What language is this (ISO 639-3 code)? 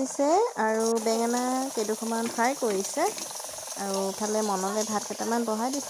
asm